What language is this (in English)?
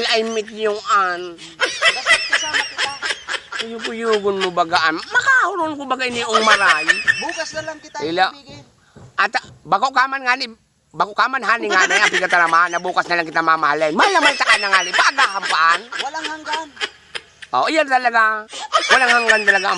Bikol